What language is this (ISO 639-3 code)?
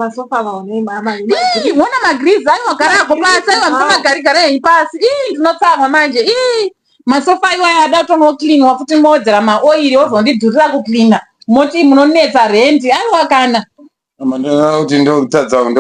sna